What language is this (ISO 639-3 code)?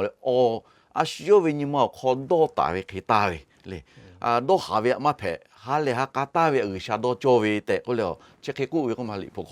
lhu